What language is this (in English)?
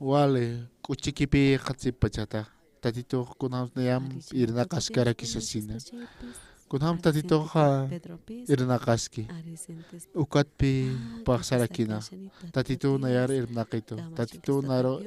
Aymara